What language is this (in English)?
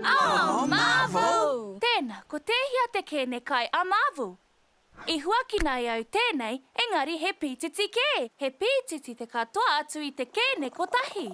Māori